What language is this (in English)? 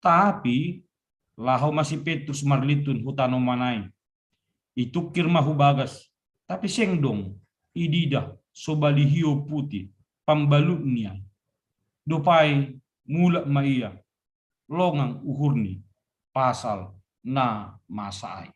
Batak Simalungun